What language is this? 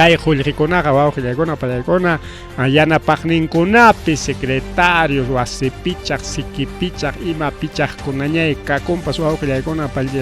Ayacucho Quechua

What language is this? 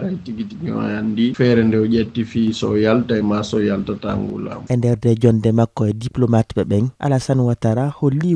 Fula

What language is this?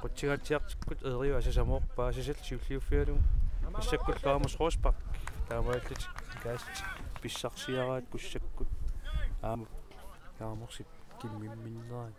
Kalaallisut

